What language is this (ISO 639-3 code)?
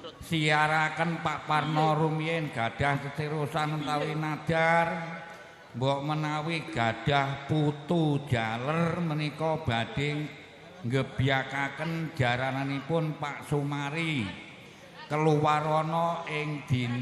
jav